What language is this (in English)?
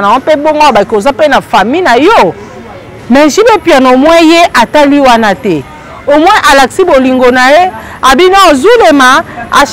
Lingala